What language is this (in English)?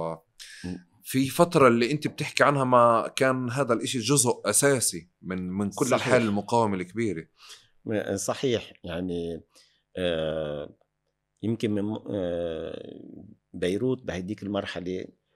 North Levantine Arabic